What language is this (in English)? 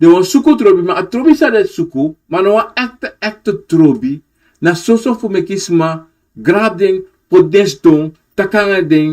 Sranan Tongo